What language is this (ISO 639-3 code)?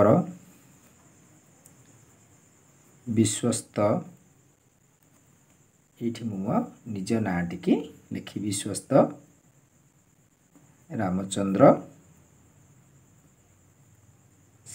ori